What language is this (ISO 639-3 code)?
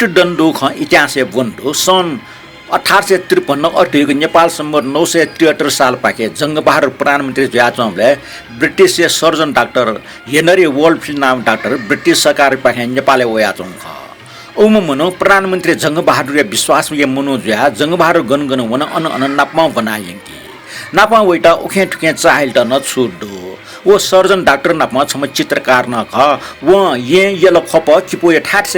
new